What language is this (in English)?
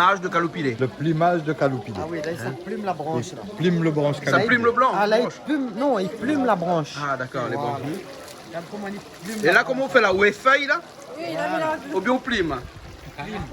Réunion Creole French